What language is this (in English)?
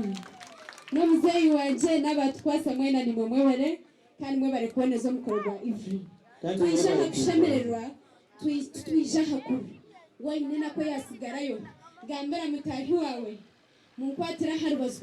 Nyankole